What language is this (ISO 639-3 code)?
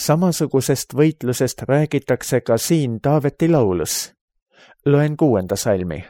est